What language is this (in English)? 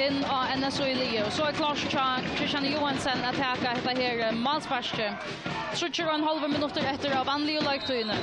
Faroese